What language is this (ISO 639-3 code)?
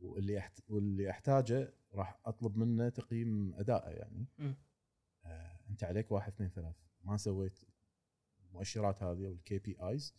afb